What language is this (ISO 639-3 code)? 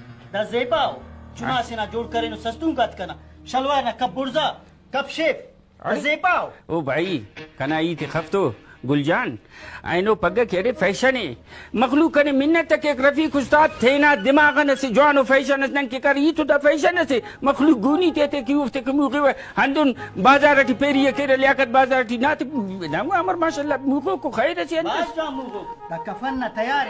brh